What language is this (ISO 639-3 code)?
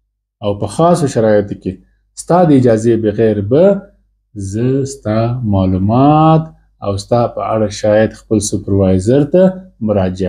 pus